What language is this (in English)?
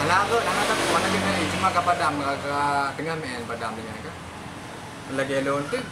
Achinese